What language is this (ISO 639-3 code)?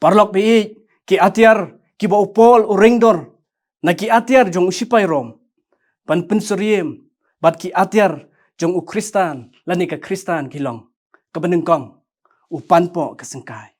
kha